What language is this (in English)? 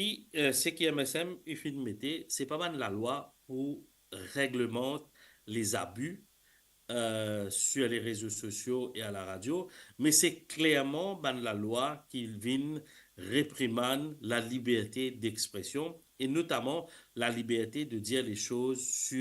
Morisyen